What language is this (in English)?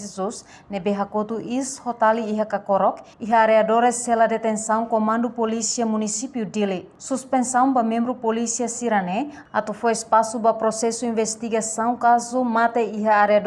Tetum